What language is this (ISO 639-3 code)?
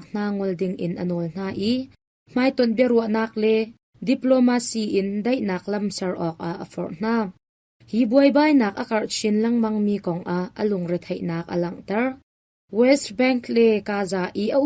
cnh